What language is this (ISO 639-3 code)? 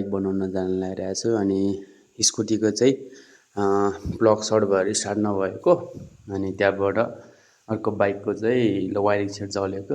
nep